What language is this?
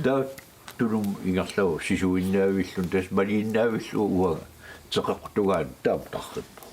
Kalaallisut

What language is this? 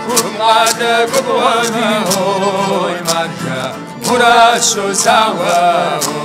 Kabardian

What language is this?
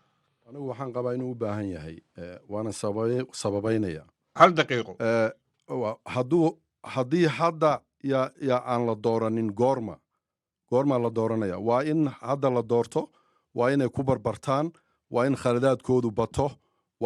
Somali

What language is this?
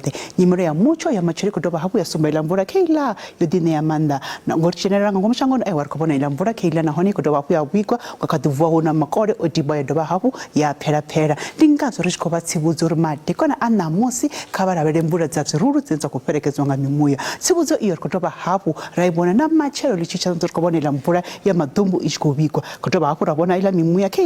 Venda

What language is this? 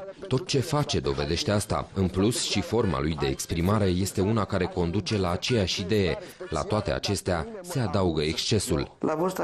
Romanian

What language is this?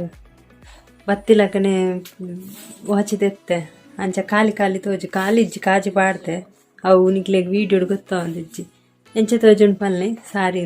Tulu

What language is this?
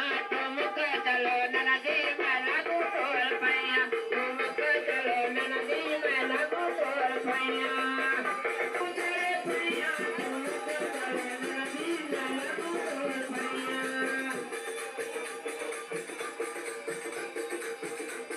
Bhojpuri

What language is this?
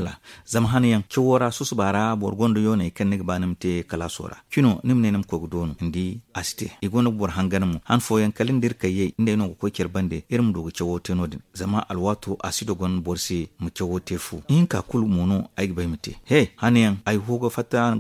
Zarma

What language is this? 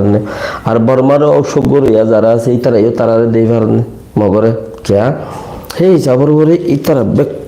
Rohingya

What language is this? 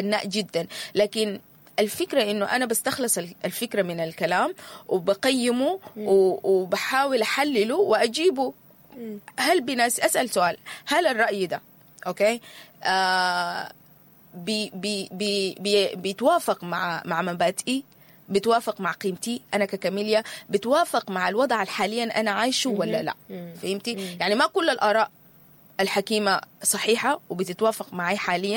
Sudanese Arabic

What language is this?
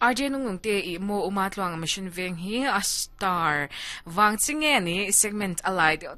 Mizo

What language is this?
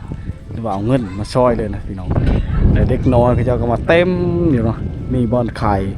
Lao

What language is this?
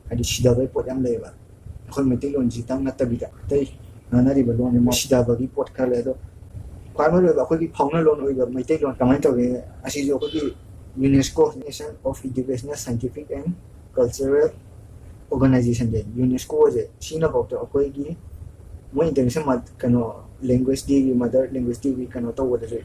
Manipuri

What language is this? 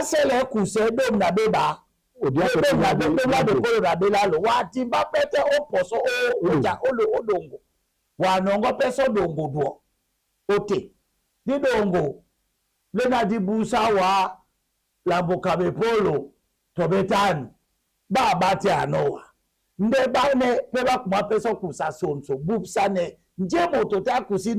Duala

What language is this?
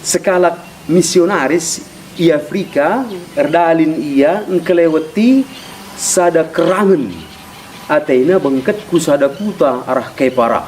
Batak Karo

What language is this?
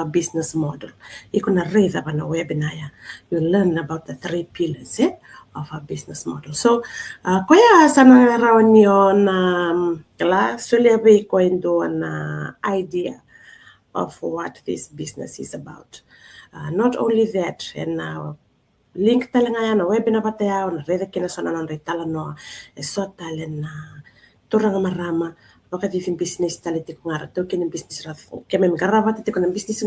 Fijian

